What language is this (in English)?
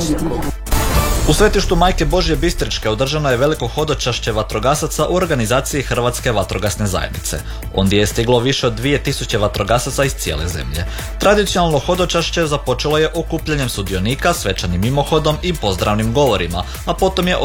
Croatian